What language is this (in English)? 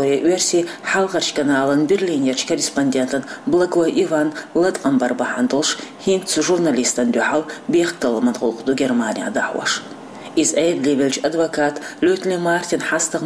Chechen